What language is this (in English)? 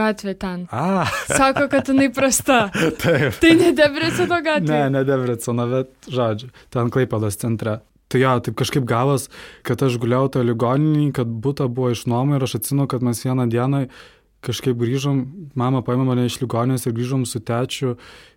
Lithuanian